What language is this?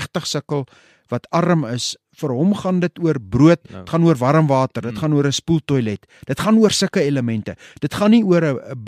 Afrikaans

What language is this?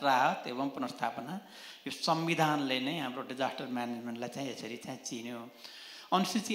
Nepali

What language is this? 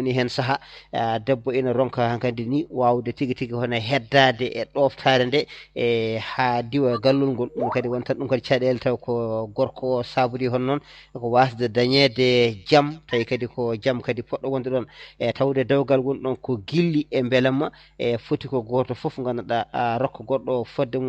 Fula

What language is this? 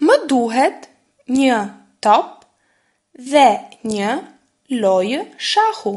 Albanian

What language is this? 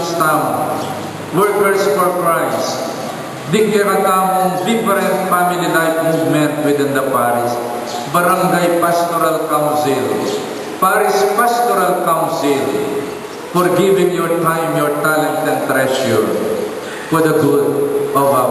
Pampanga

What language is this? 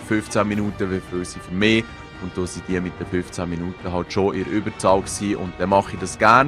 Swiss German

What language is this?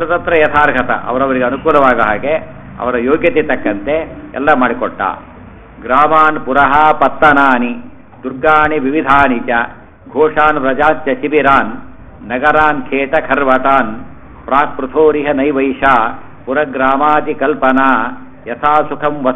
Kannada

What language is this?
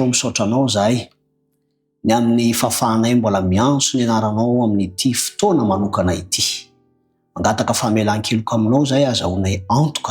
Malagasy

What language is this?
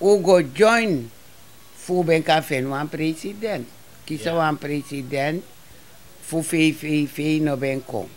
Sranan Tongo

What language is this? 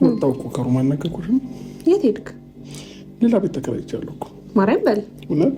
Amharic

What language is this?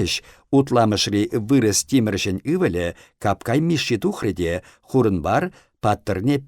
Chuvash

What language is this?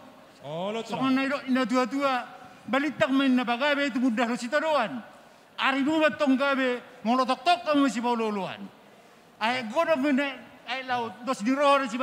Batak Toba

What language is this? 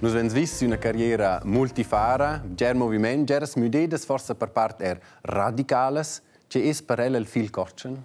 Romansh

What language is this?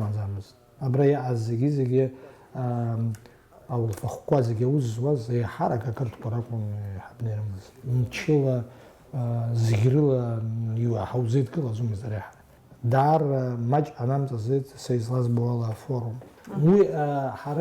Abkhazian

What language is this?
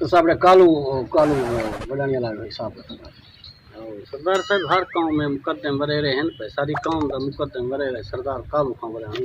Saraiki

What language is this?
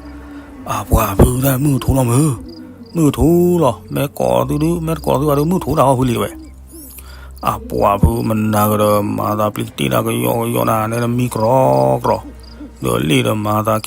S'gaw Karen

